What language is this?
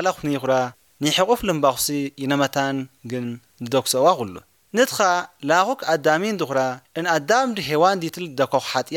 Tigrinya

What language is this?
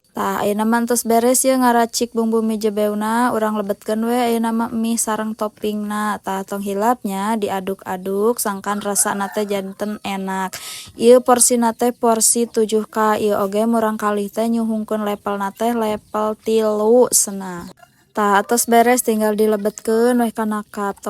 Sundanese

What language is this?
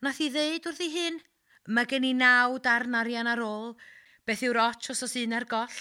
Welsh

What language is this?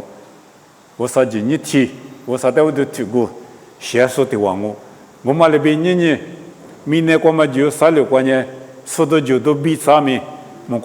Lisu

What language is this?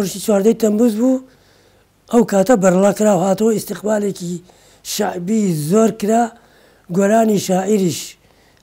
Central Kurdish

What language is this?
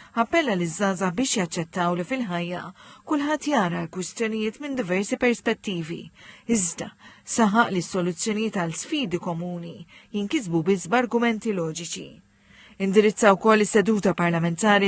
Maltese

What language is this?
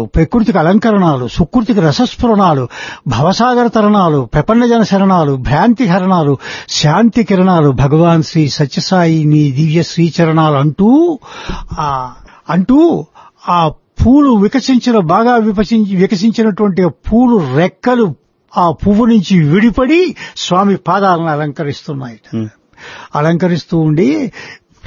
Telugu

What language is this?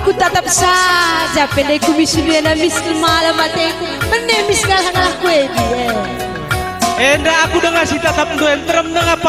Batak Karo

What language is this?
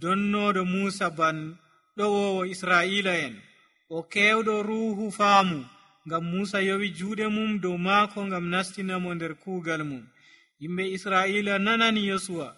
Nigerian Fulfulde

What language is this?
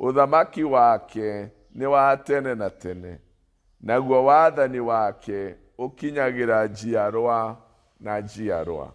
Kikuyu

